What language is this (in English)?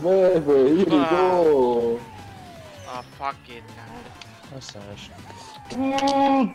Luxembourgish